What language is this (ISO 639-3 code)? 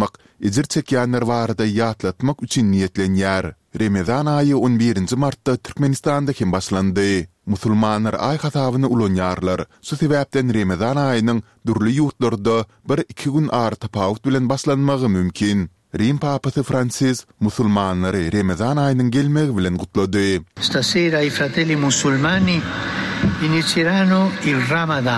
tuk